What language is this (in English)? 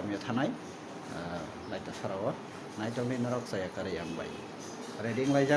Kok Borok